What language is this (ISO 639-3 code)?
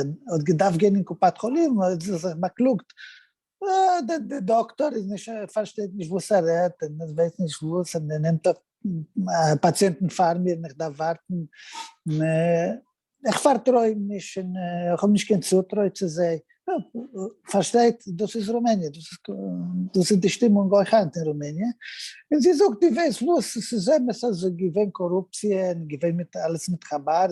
yid